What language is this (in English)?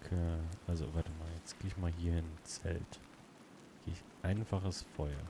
Swiss German